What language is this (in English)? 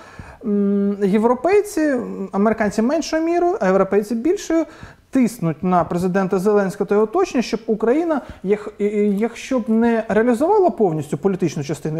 Ukrainian